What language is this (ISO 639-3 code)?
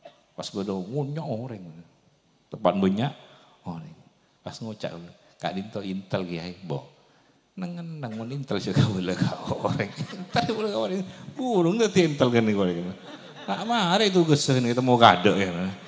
mad